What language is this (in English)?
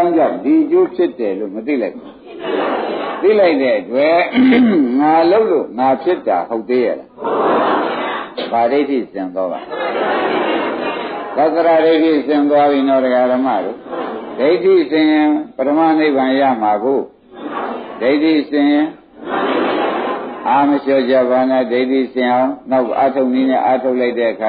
Burmese